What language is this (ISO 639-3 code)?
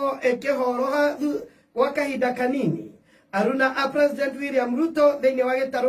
kik